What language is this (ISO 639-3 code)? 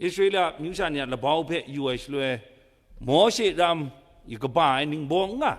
kac